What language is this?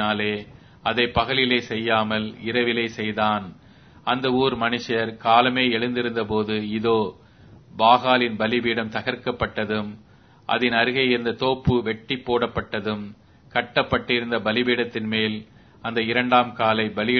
Tamil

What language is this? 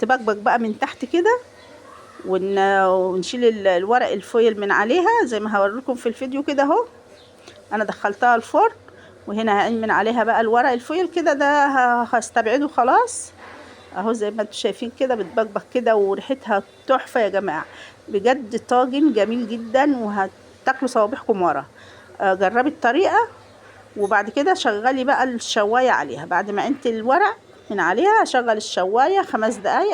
Egyptian Arabic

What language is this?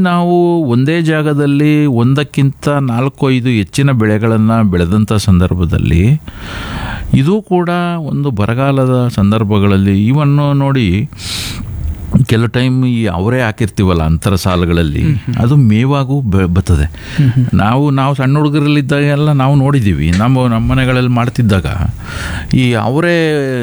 Kannada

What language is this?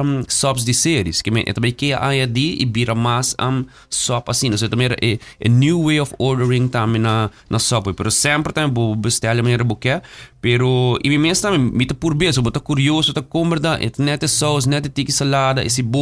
Papiamento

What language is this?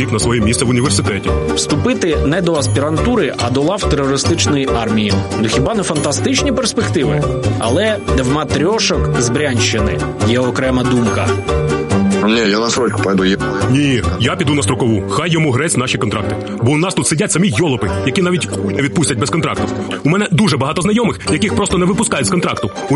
Ukrainian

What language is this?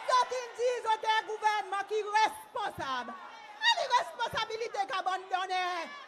Seselwa Creole French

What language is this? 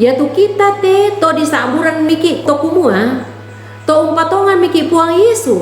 Toraja-Sa'dan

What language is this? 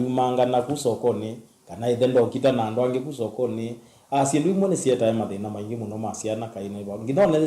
Kamba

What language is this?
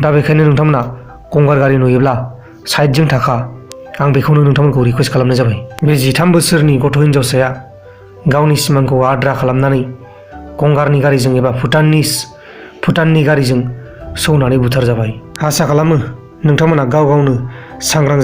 Bodo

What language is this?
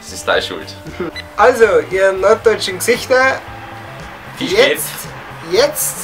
Bavarian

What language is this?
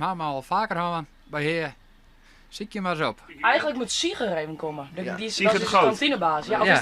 Western Frisian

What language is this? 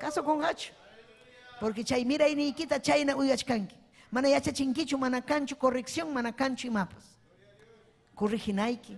Ayacucho Quechua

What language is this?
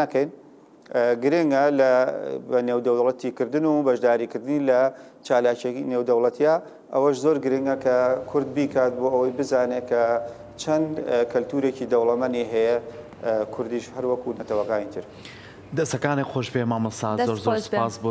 Central Kurdish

